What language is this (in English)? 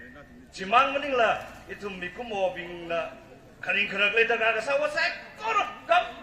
Tangkhul Naga (India)